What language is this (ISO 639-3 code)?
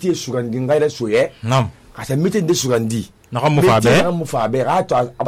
sus